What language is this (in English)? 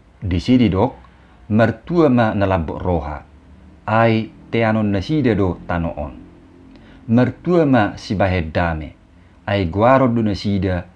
Batak Toba